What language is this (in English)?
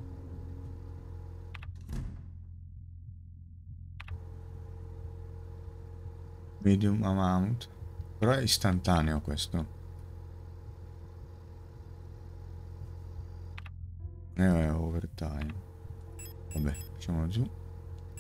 Italian